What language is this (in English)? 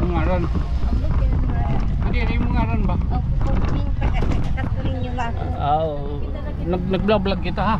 Waray